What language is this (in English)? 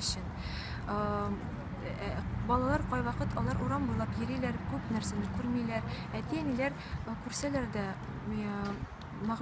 Tatar